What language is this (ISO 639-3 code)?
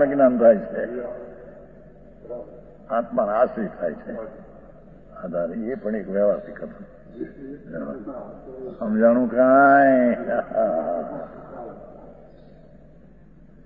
guj